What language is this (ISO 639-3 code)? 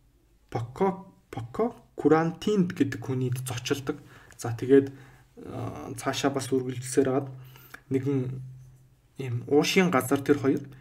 mon